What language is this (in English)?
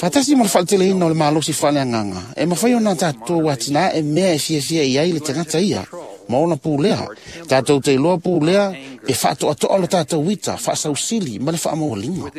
Samoan